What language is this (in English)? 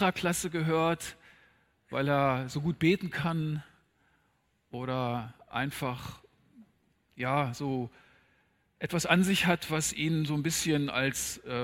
German